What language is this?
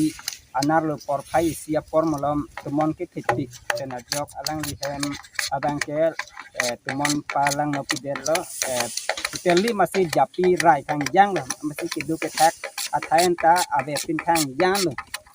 Karbi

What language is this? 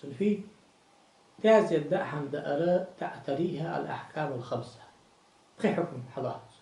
Ingush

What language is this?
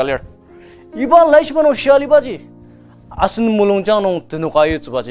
Ao Naga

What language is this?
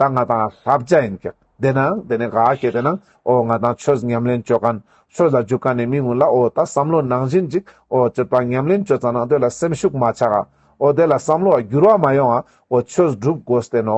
Ladakhi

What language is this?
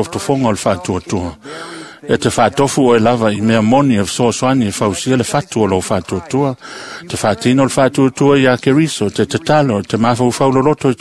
Samoan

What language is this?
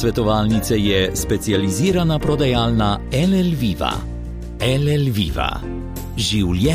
Slovenian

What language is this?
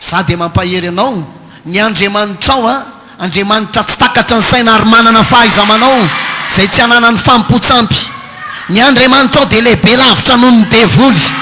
Malagasy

